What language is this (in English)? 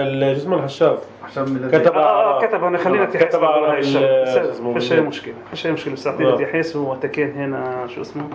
North Levantine Arabic